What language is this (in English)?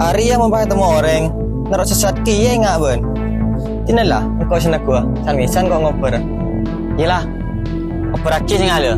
Madurese